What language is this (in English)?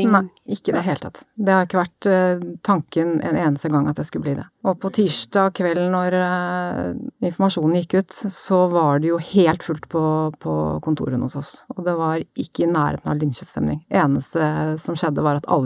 Norwegian